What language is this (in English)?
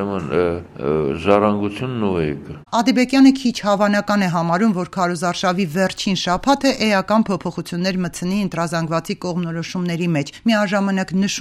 Armenian